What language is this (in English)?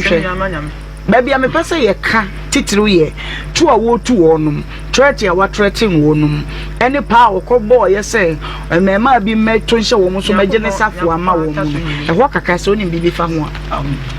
Akan